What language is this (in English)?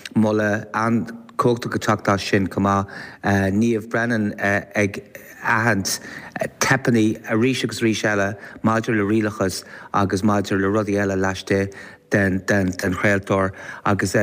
Irish